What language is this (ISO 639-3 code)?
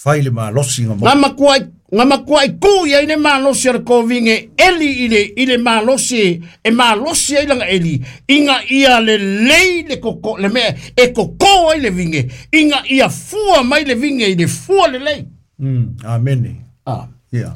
smo